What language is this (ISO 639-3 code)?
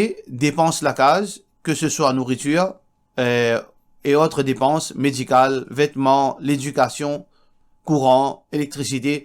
mfe